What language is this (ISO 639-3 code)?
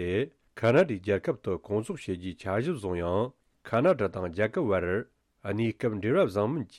bod